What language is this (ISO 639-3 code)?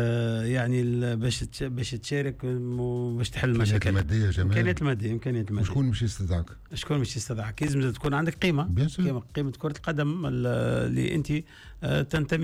aeb